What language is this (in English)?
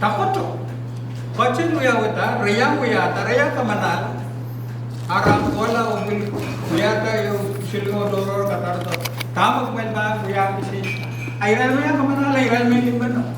Pohnpeian